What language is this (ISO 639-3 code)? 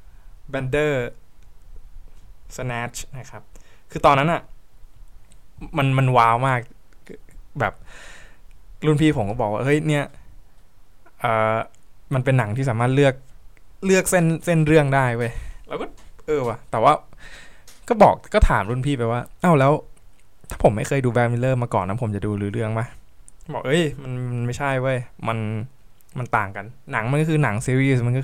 tha